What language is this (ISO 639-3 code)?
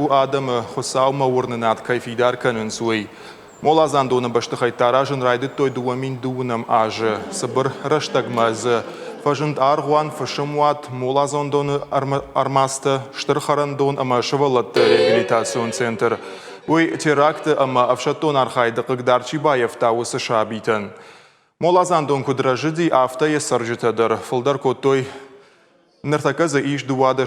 oss